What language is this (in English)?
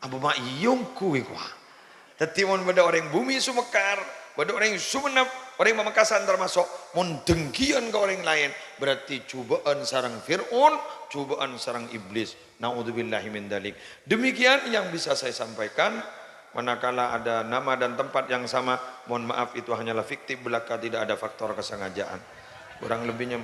Madurese